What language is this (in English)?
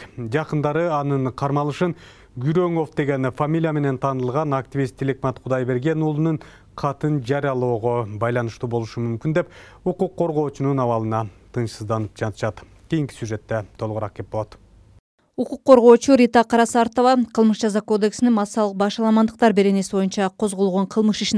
Kyrgyz